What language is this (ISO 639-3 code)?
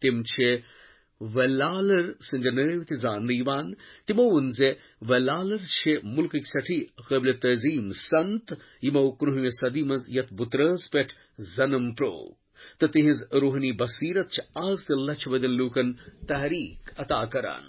kas